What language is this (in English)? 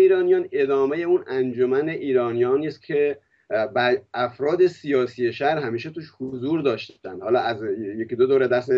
Persian